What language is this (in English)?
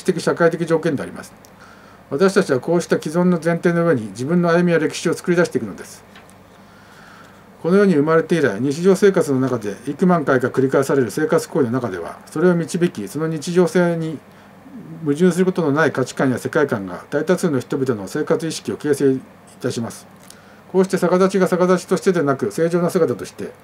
Japanese